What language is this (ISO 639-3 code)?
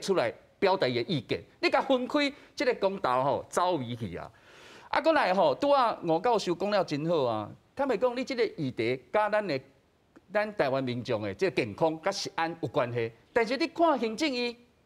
nan